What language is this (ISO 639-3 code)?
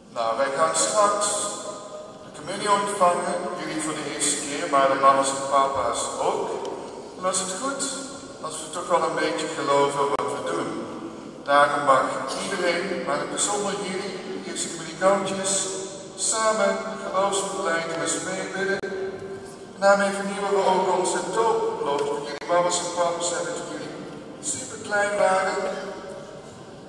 nld